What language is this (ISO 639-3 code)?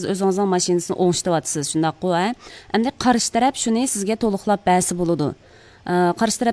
uig